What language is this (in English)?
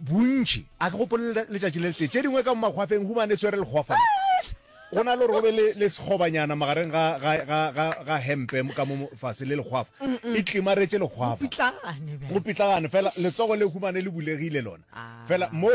Northern Sotho